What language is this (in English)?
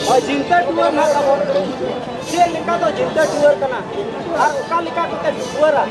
Santali